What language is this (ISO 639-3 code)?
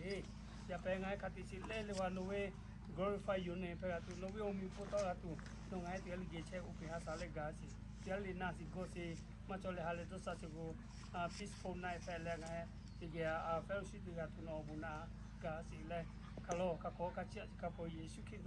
lhu